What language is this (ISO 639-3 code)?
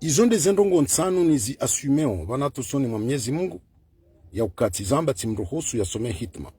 zdj